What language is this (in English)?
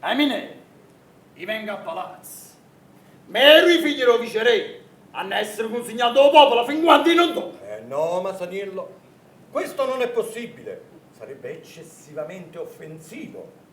Neapolitan